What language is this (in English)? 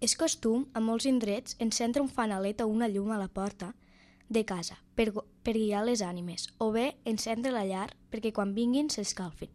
Catalan